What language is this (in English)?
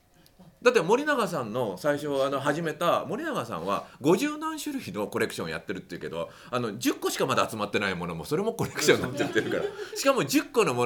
Japanese